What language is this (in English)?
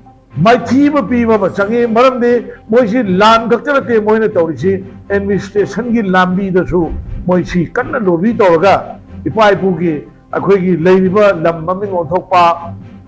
Manipuri